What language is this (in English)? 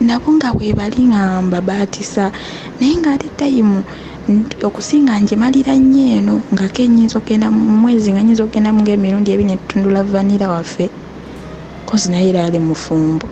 Ganda